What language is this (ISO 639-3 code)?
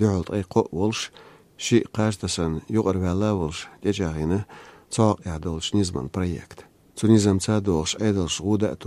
che